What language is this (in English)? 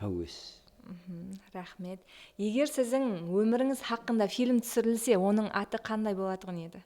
Kara-Kalpak